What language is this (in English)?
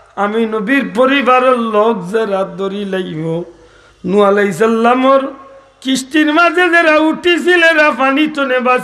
Sylheti